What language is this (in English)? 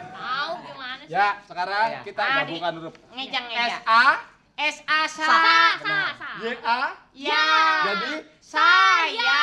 Betawi